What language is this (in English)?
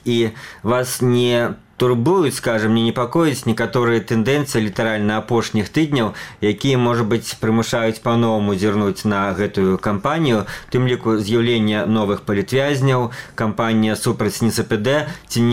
Belarusian